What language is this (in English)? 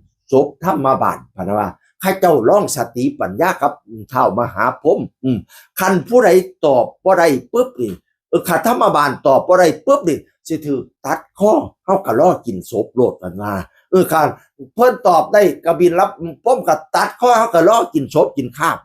Northeastern Thai